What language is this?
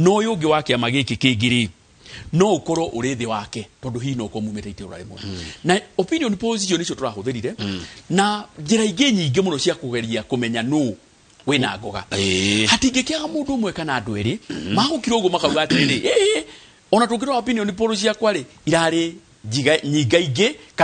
Kikuyu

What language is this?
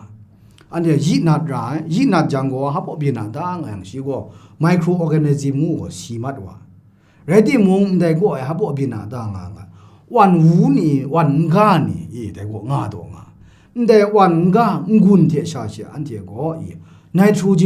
Kachin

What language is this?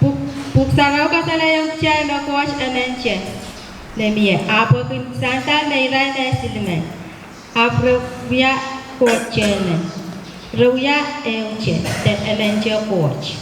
Pohnpeian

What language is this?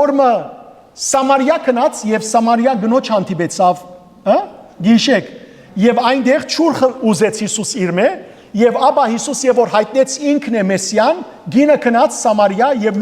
Western Armenian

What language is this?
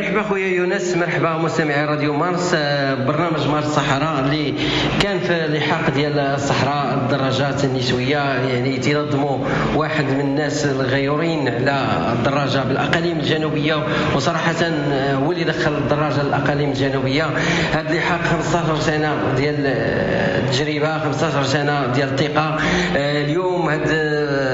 Moroccan Arabic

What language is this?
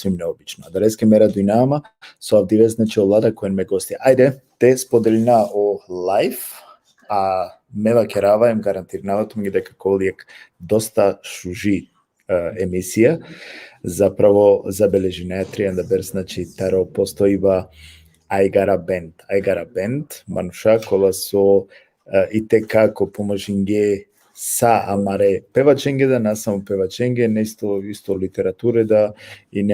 Balkan Romani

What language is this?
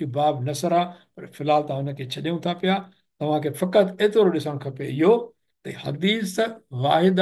Sindhi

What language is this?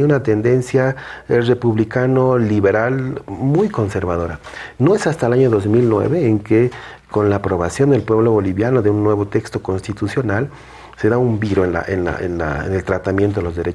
Spanish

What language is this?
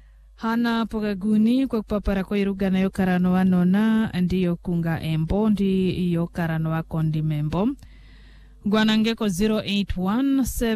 Swahili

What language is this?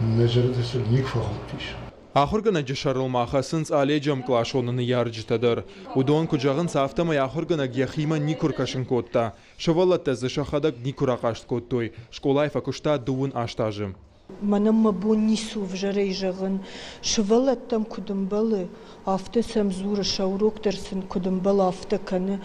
Ossetic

